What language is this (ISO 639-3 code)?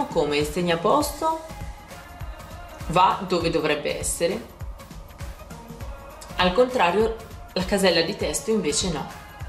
ita